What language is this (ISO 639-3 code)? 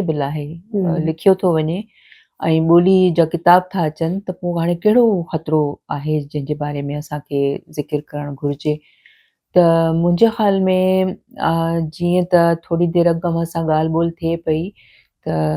snd